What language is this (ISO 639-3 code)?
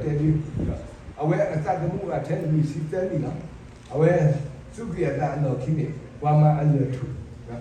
ksw